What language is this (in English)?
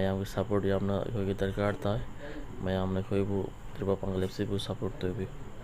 Manipuri